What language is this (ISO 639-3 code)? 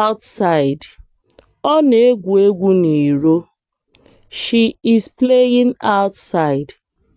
ibo